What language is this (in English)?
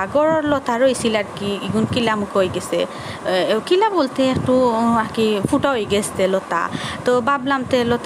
Sylheti